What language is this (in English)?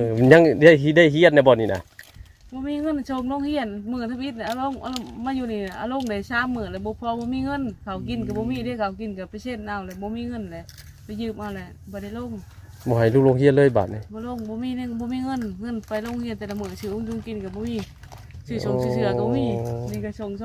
Northeastern Thai